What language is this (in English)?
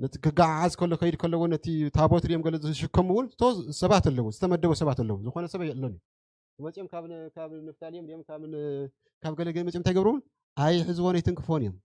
Tigrinya